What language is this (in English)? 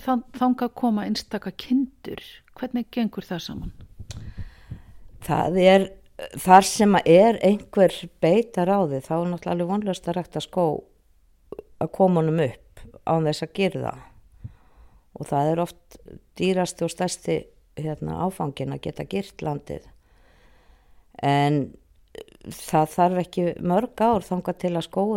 Icelandic